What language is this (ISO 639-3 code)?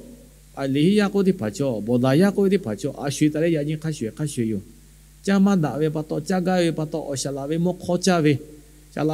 lhu